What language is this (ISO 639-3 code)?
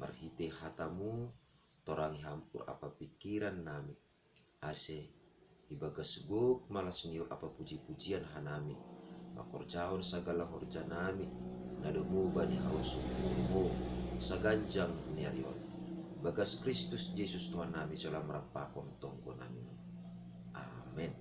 bts